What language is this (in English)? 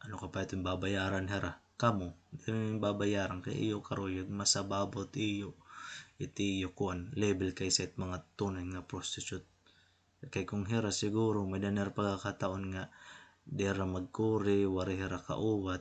Waray